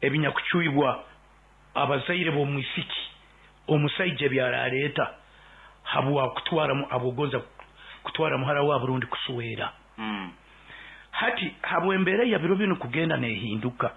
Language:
Nyoro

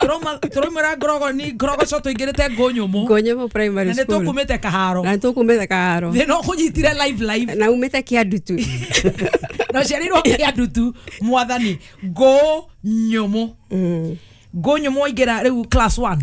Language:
Kikuyu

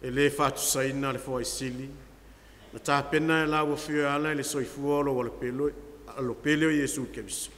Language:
Samoan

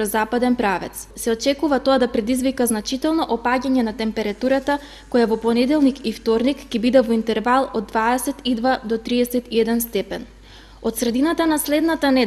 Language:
Macedonian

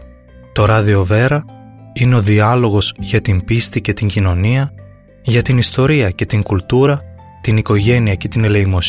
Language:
Greek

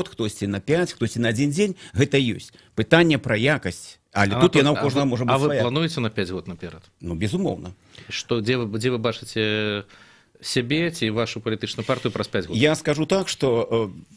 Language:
Belarusian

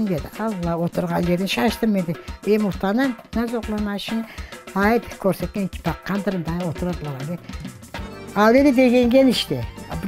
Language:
Crimean Tatar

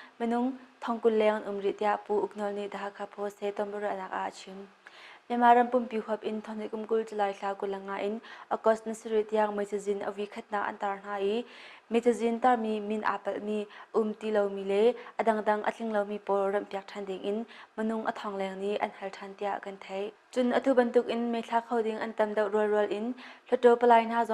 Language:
Hakha Chin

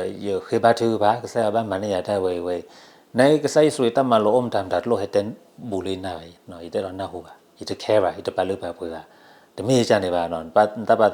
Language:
S'gaw Karen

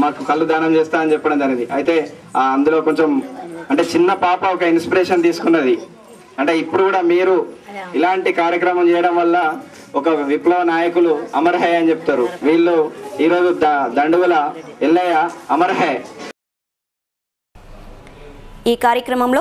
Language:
Telugu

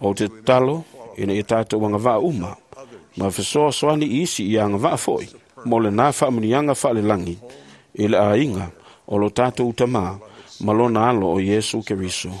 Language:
Samoan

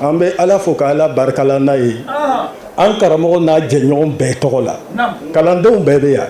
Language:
Bambara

